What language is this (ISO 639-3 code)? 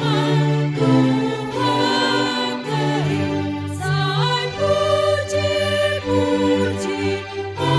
bts